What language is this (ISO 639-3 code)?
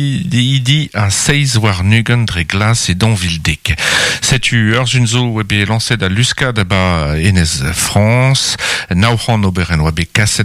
bre